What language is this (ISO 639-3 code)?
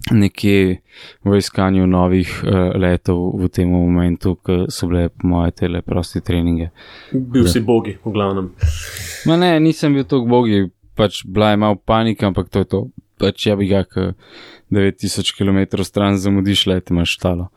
slv